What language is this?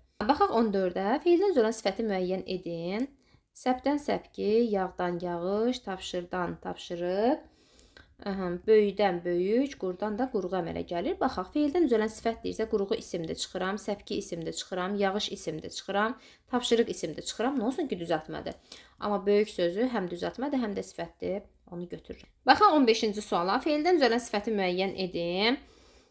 Azerbaijani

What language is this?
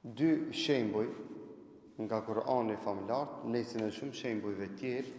Albanian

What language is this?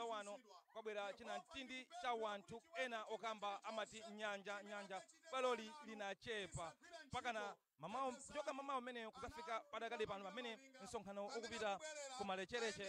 Nyanja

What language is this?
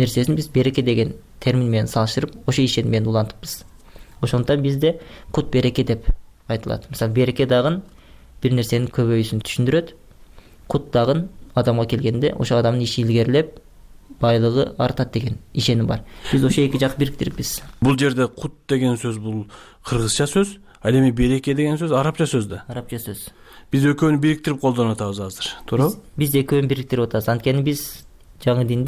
Kyrgyz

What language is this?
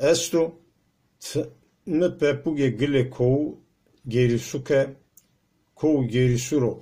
Zaza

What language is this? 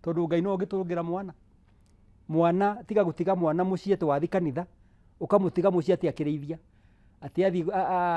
Kikuyu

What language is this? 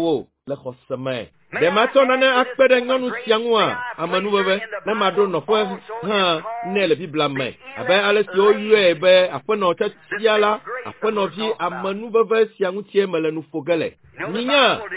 Ewe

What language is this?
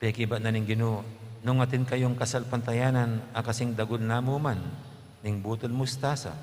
Pampanga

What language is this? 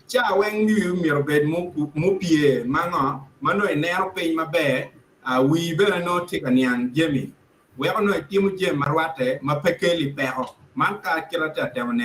Acoli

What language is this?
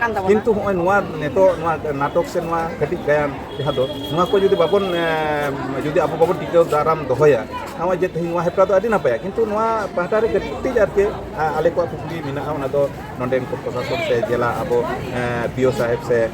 Santali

